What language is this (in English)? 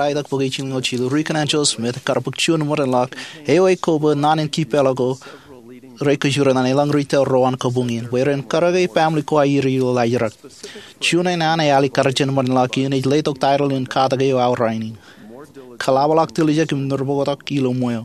Marshallese